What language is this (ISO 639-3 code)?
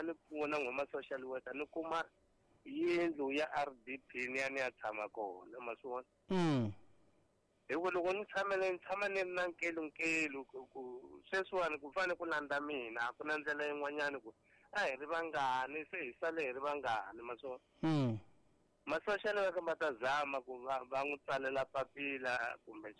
tso